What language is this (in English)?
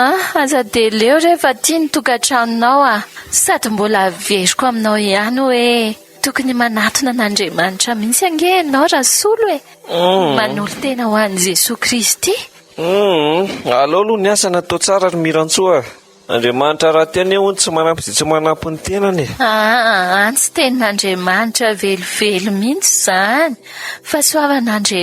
Malagasy